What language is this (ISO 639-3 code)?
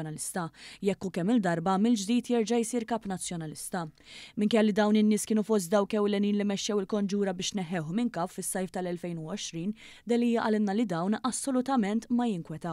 mlt